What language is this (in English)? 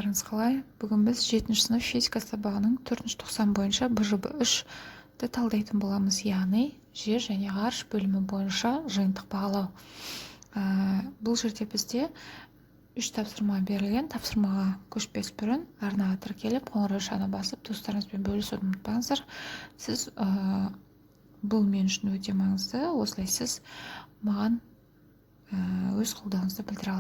Kazakh